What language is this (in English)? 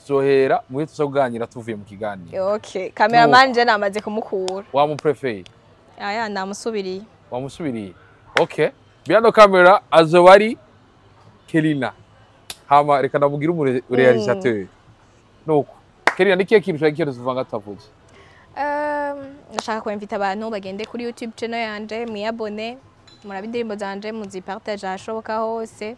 Rundi